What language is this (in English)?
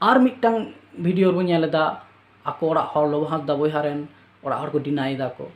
Santali